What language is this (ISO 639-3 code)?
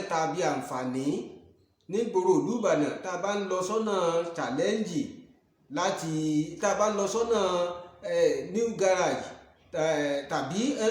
yor